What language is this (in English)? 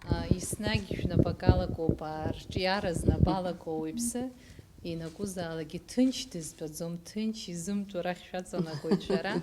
Abkhazian